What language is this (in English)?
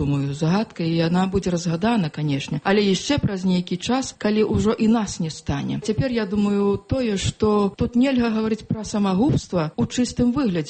Belarusian